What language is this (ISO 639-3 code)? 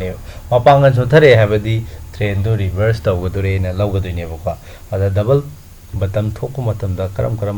mni